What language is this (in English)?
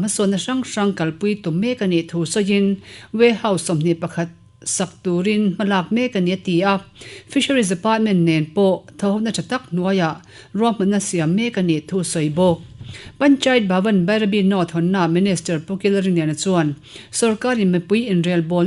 Mizo